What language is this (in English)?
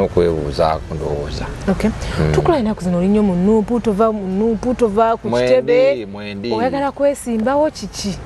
Ganda